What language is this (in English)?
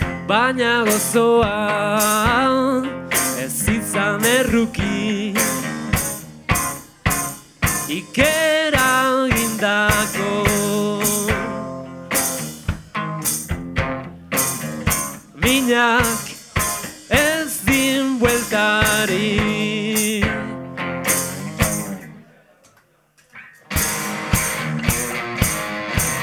Basque